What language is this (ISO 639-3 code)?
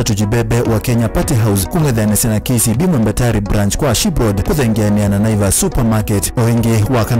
kam